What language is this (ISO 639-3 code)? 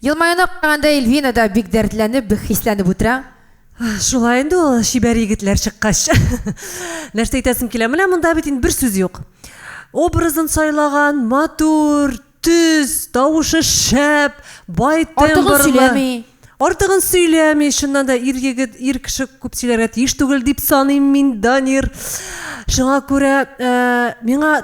tat